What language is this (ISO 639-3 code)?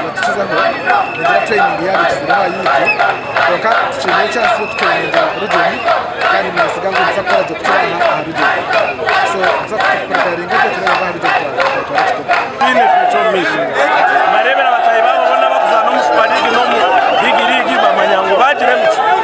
nyn